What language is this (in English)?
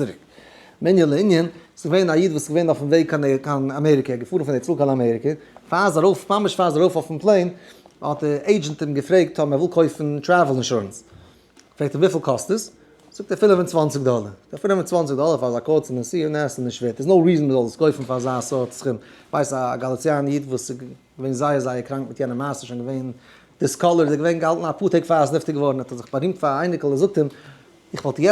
Yiddish